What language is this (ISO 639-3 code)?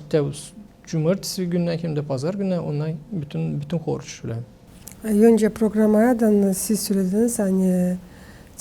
gag